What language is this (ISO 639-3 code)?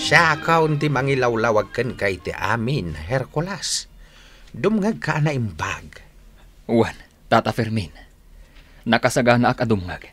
ilo